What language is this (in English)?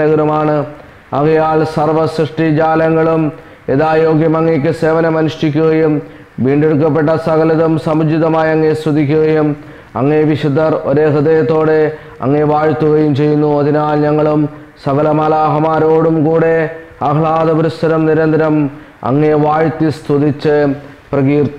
Malayalam